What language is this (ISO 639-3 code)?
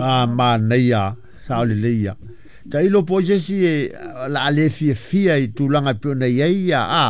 smo